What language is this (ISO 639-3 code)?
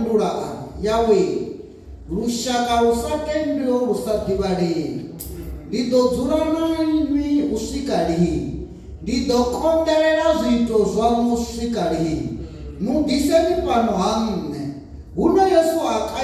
ven